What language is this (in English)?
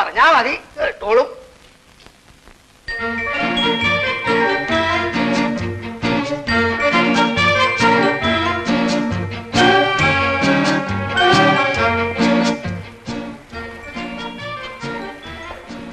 Malayalam